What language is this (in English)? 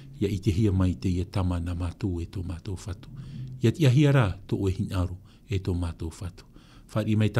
Tahitian